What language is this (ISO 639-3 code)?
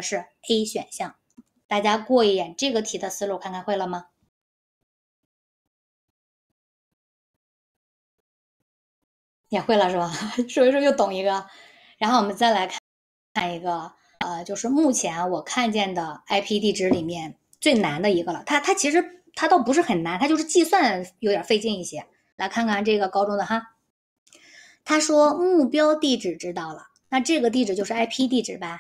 zho